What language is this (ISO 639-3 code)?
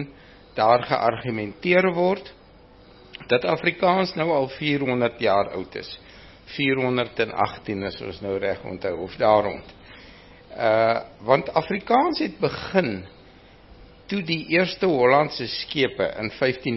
afr